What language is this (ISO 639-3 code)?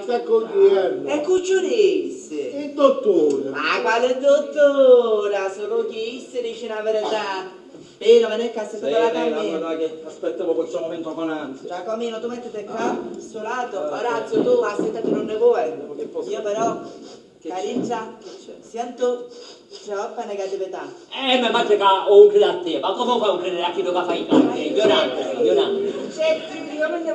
scn